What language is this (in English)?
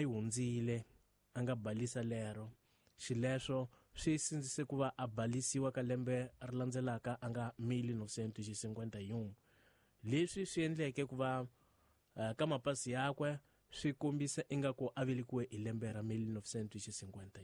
Tsonga